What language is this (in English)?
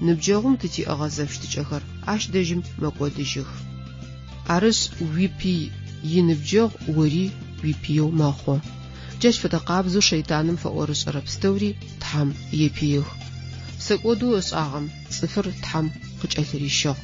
Adyghe